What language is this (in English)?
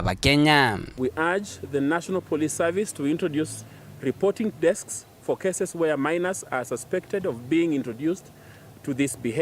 Meru